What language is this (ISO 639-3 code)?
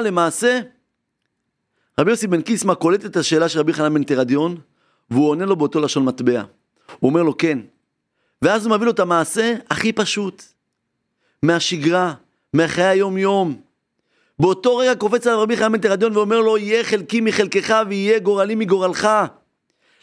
heb